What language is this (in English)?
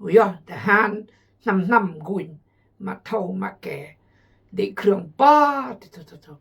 Khmu